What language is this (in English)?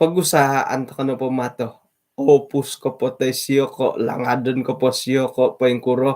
Central Dusun